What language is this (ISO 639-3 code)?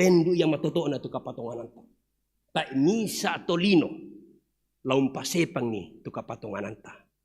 sda